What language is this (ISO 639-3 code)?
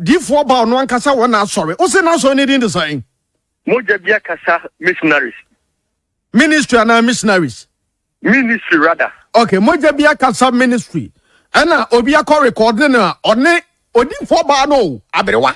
aka